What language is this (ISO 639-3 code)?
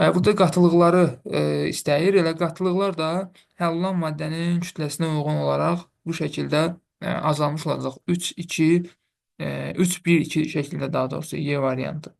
aze